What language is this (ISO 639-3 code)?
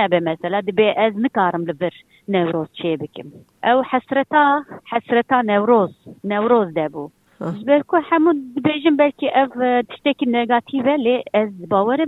kur